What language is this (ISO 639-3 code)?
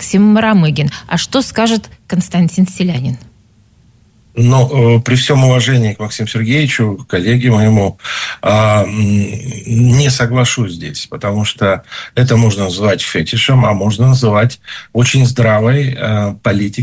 rus